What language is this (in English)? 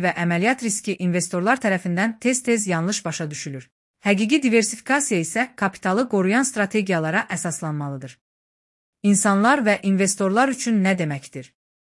Azerbaijani